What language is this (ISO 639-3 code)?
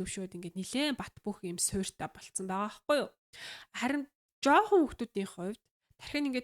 mon